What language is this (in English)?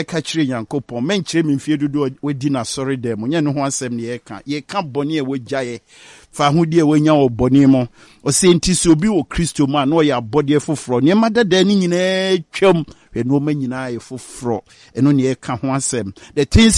Akan